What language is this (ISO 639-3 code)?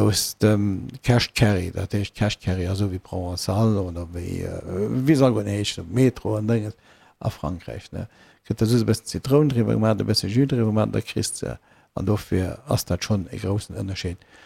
ltz